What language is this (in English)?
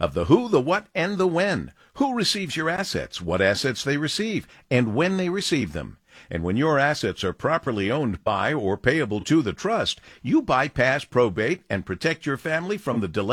English